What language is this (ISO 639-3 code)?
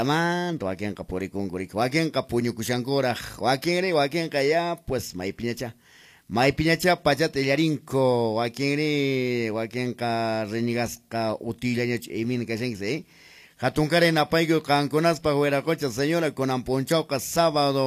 que